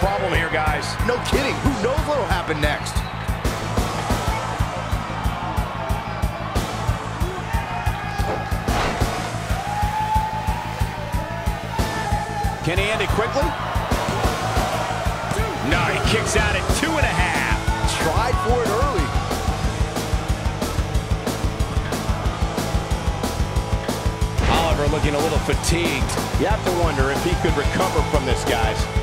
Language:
English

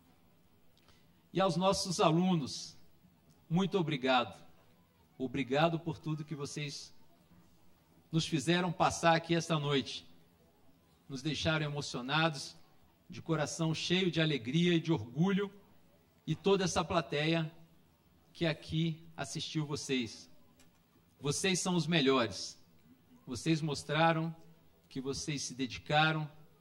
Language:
Portuguese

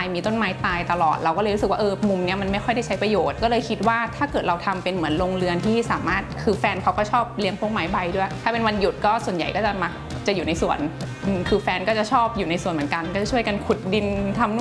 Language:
Thai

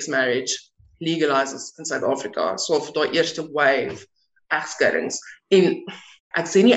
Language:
Afrikaans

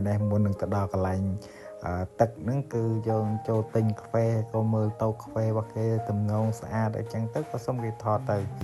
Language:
Khmer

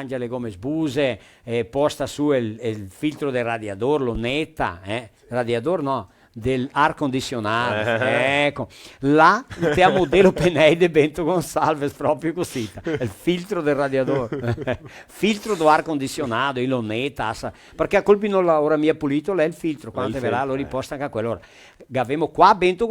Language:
Venetian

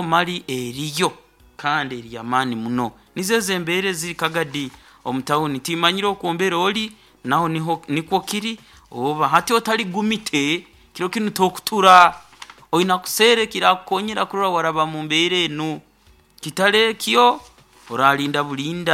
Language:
Nyoro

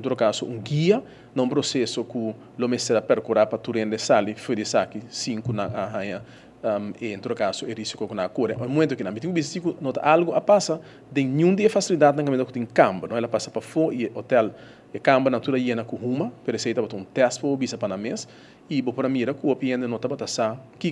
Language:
Papiamento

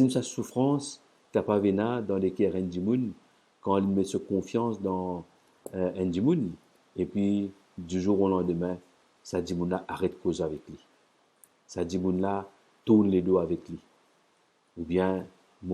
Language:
Morisyen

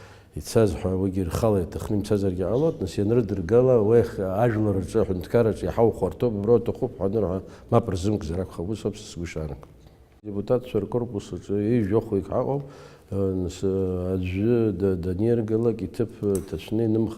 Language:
Abkhazian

